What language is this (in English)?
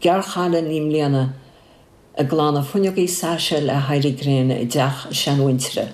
Irish